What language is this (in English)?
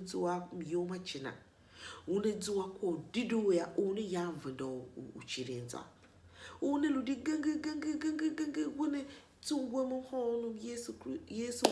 Tiv